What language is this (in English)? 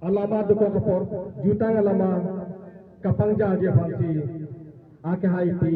Karbi